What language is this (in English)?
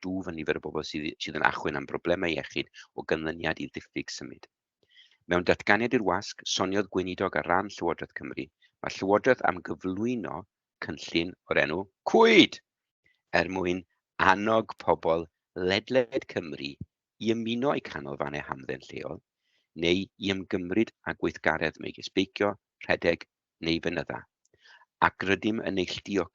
Welsh